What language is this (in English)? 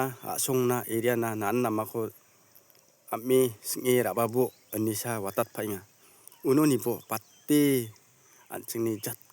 Garo